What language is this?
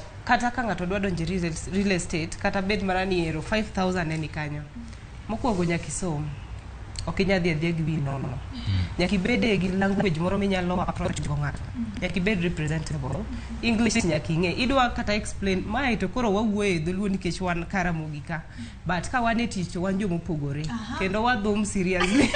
Luo (Kenya and Tanzania)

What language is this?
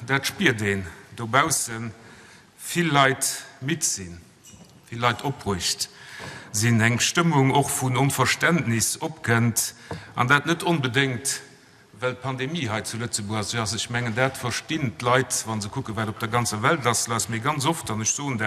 Luxembourgish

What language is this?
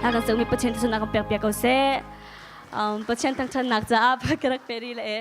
Hakha Chin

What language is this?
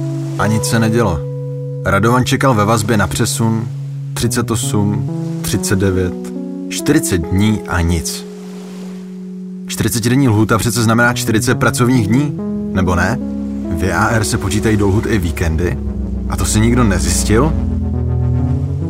Czech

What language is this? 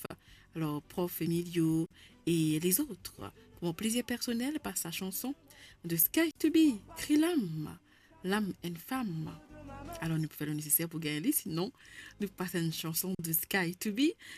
Morisyen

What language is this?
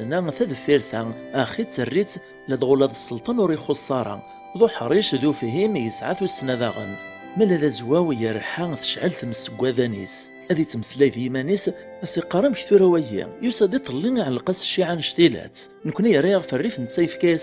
Kabyle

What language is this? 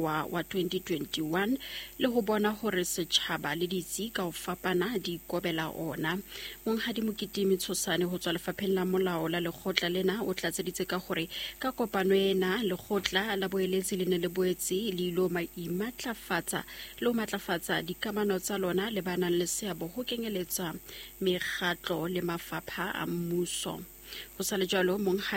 Southern Sotho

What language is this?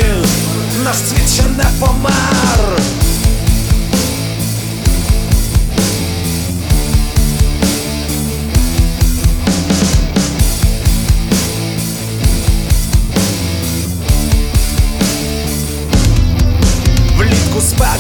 Ukrainian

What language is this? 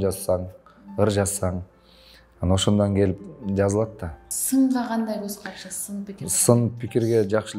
Kyrgyz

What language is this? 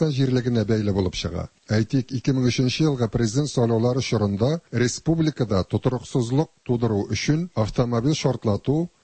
Tatar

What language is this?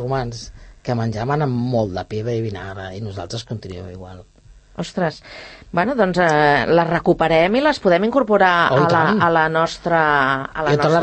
Catalan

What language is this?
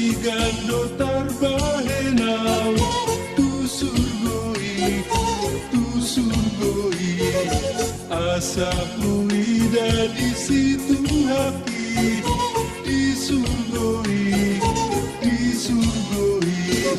Batak Toba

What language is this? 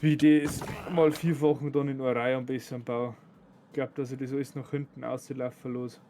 Bavarian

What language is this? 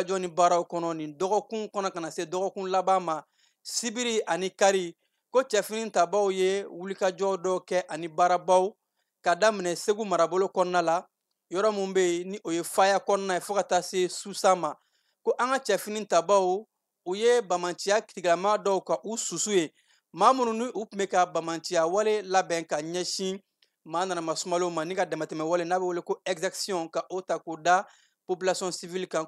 Bambara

